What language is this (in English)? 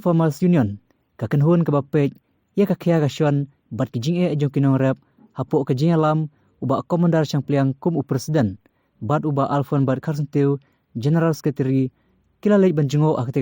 Khasi